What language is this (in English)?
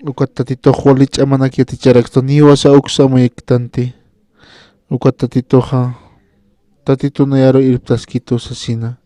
Aymara